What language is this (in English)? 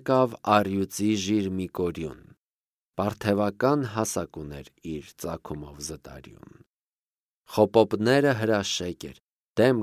Armenian